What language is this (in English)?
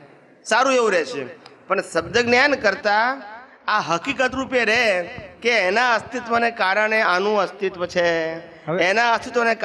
Gujarati